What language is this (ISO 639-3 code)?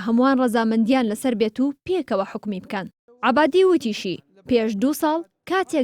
ckb